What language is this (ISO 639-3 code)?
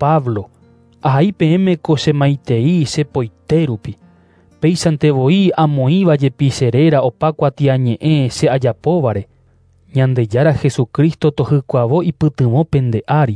grn